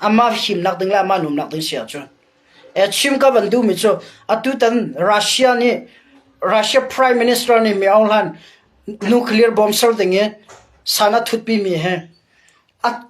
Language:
Hakha Chin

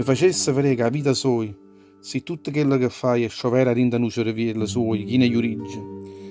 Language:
Neapolitan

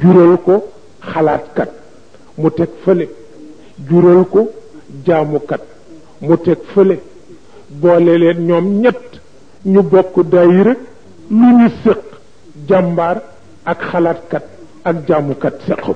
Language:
Wolof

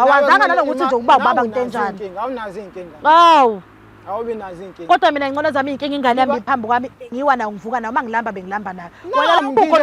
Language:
Zulu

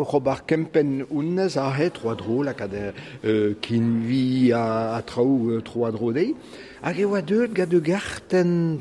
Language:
Breton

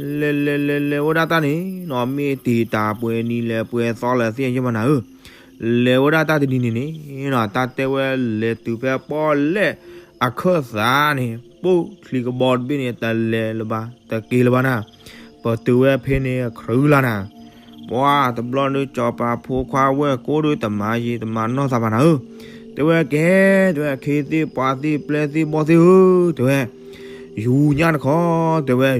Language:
S'gaw Karen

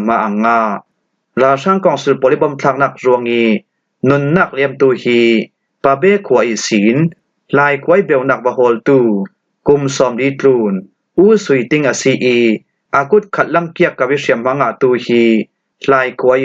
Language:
Falam Chin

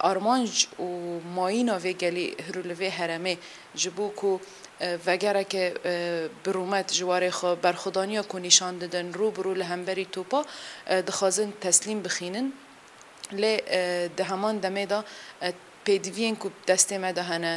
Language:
Kurdish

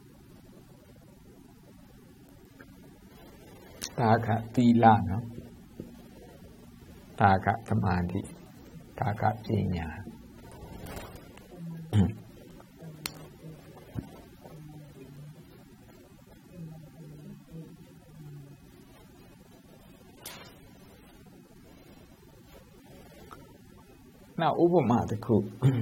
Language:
Burmese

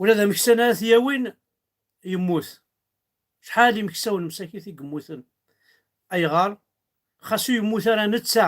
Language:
Kabyle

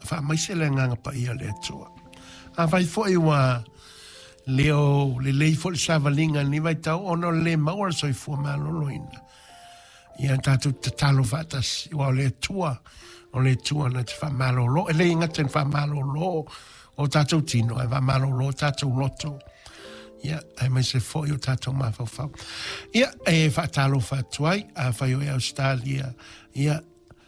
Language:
Samoan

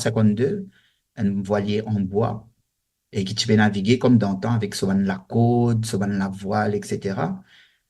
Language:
Morisyen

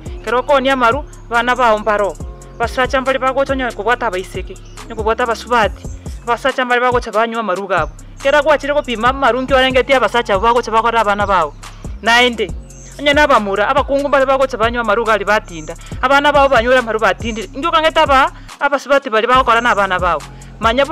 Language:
Gusii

